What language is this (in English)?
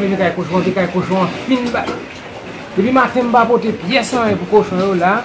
Haitian Creole